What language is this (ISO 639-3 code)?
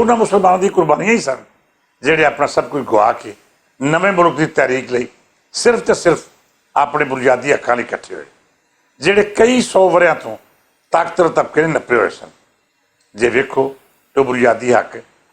lah